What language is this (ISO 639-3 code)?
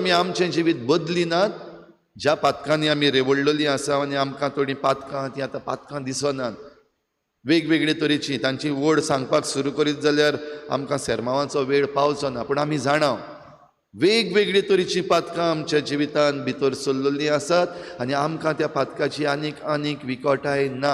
kok